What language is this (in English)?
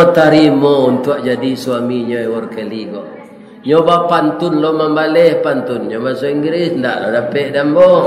Minangkabau